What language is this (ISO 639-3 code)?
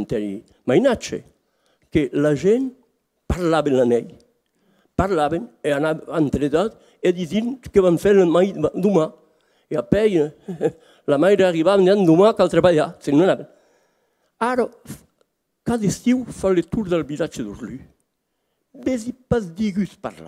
oci